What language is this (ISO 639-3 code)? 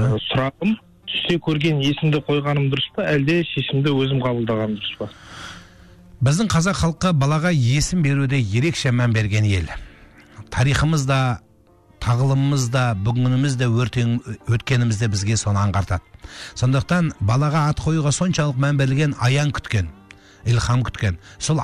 kaz